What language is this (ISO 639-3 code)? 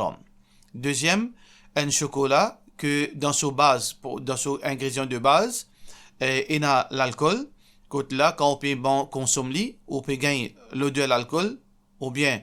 mfe